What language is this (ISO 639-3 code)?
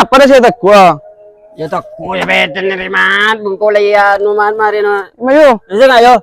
mad